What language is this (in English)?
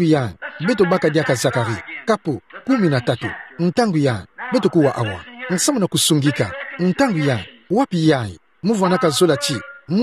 Kituba (Democratic Republic of Congo)